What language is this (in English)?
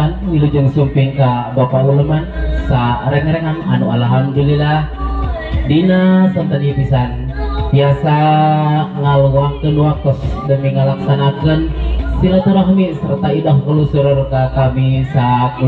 Sundanese